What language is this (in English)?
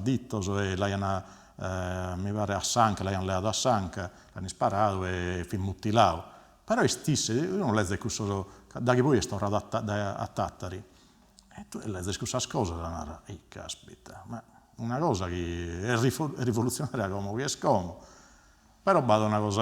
Sardinian